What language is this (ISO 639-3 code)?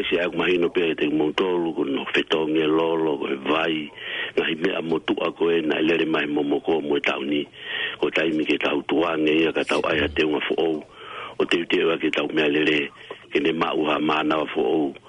ton